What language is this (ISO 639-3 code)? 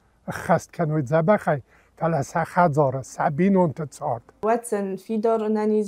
oss